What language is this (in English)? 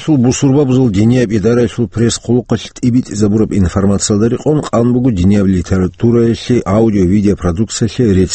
Avaric